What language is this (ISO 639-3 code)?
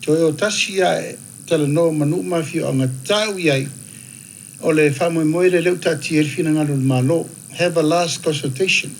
smo